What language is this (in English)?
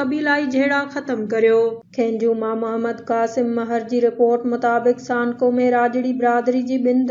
Sindhi